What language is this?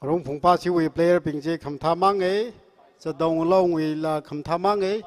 Tangkhul Naga (India)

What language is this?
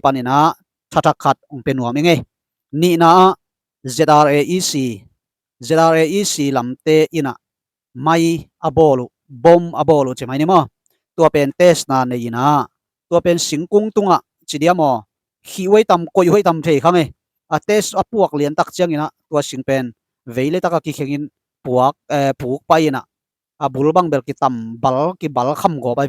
Tedim Chin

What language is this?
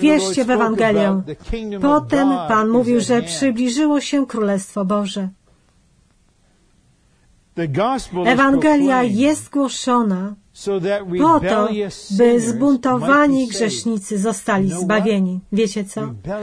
Polish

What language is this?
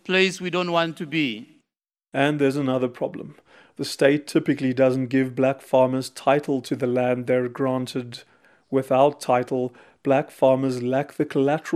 English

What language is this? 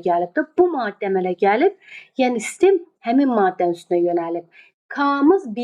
Azerbaijani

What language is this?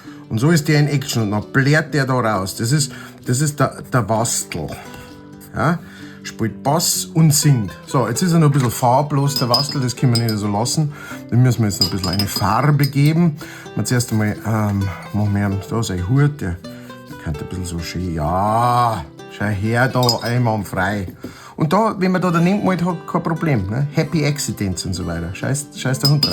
Bavarian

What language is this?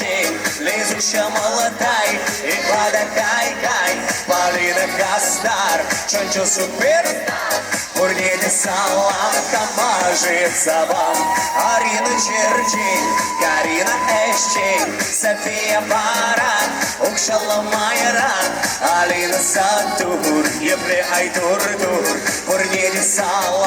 Chuvash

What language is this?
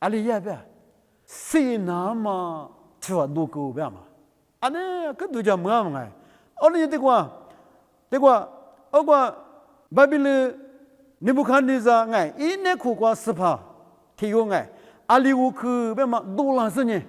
Lisu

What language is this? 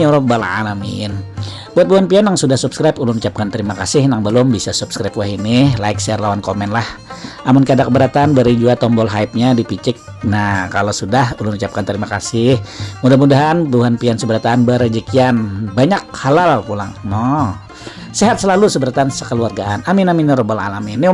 Banjar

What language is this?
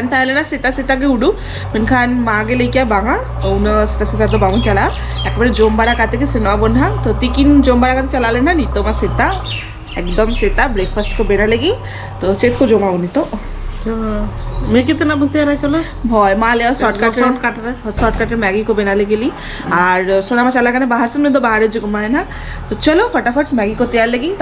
Santali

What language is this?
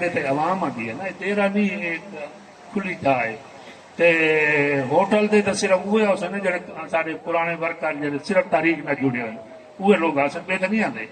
Saraiki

